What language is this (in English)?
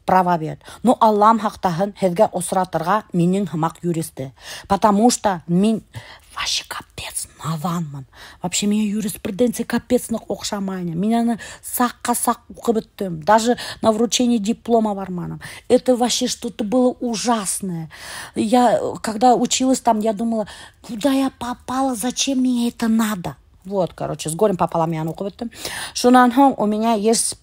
Bashkir